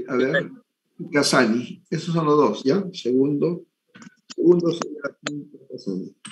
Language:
Spanish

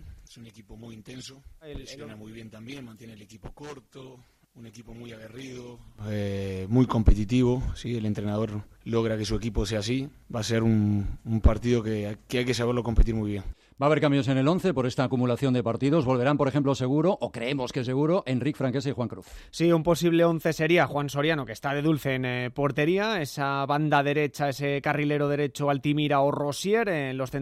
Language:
Spanish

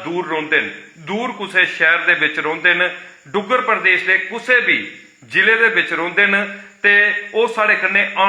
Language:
Dogri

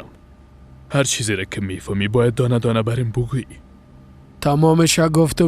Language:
Persian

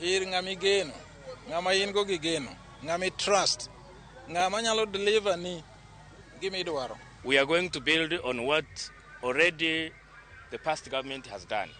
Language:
Luo (Kenya and Tanzania)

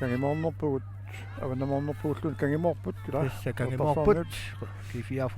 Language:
Kalaallisut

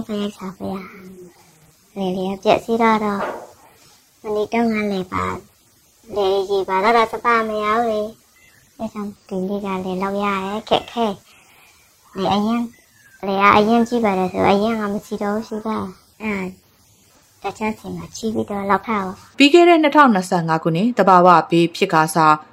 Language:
Burmese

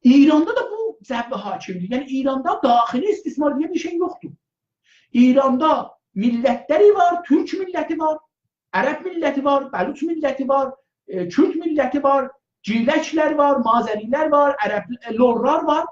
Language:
South Azerbaijani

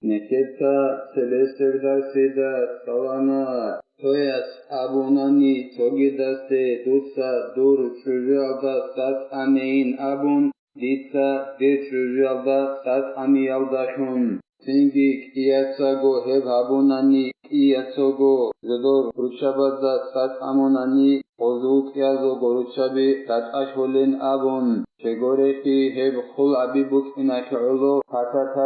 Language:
Avaric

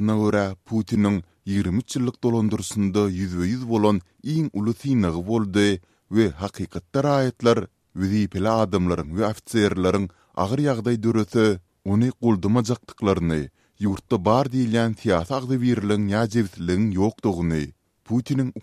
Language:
Turkmen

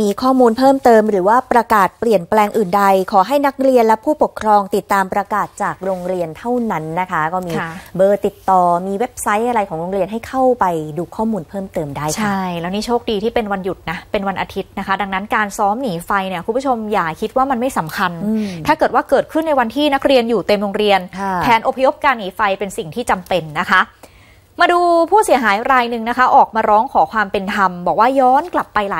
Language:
Thai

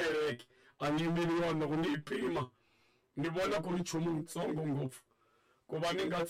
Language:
Tsonga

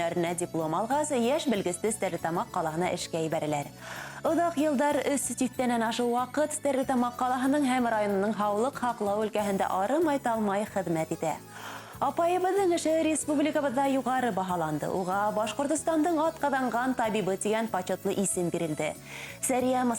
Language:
Bashkir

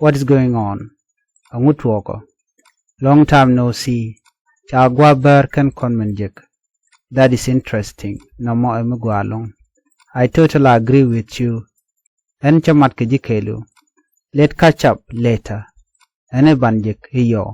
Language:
Nuer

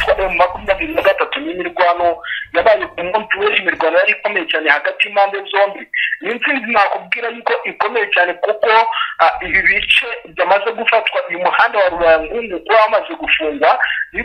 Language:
Kinyarwanda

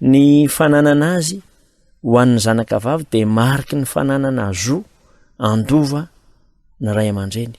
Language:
Malagasy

